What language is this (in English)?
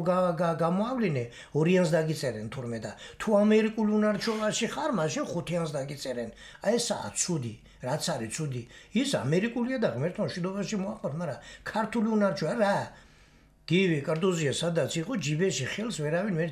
Georgian